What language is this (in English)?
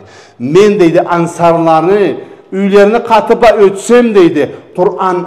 Karachay-Balkar